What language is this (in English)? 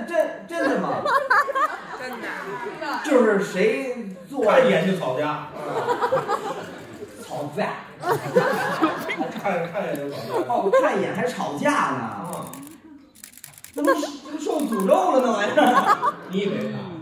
Chinese